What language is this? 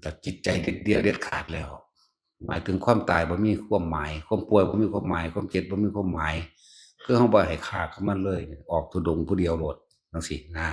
Northeastern Thai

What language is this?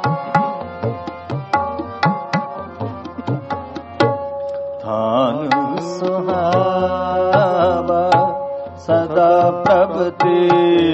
Punjabi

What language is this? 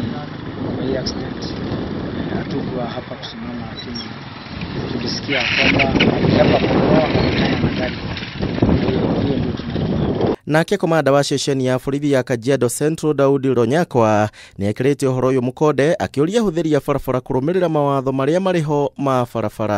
Kikuyu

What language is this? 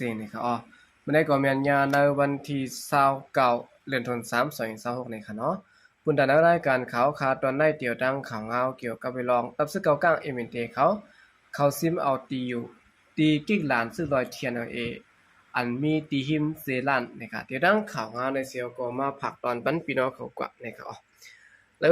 Shan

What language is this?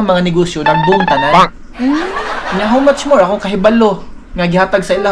Cebuano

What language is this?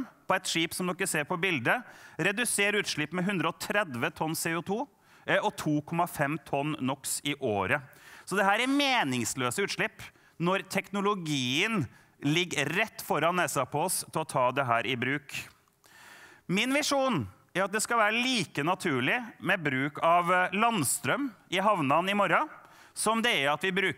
Norwegian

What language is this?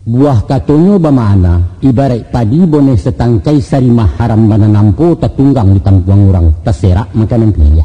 Minangkabau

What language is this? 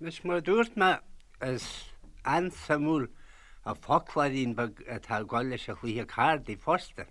Irish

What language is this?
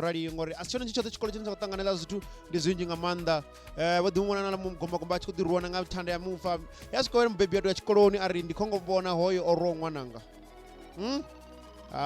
Venda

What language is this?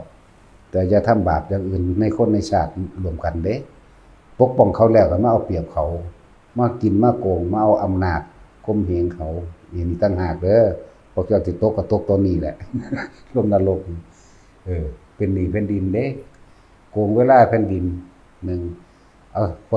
Lao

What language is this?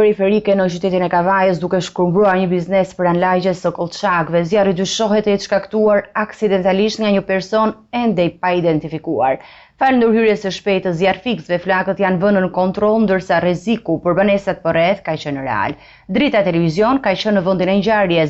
Albanian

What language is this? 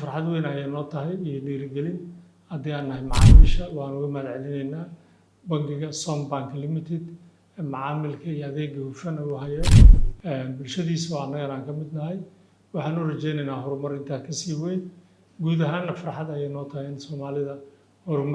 Somali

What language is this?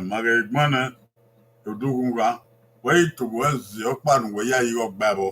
Bini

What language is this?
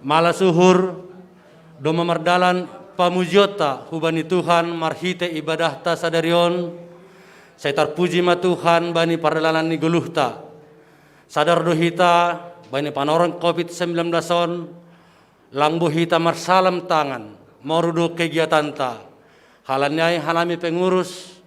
Batak Simalungun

